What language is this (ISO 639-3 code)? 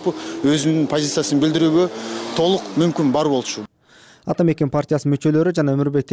kir